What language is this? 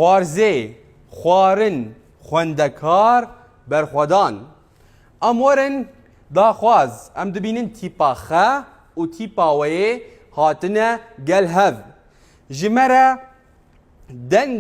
Kurdish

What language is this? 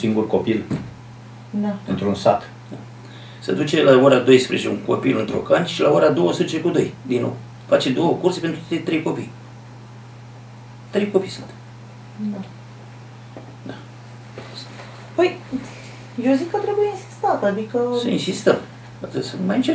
Romanian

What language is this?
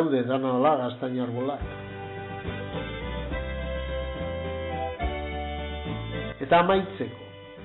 Basque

